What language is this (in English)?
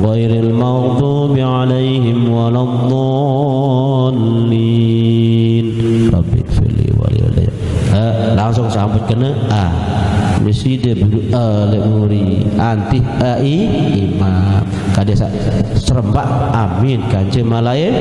Sasak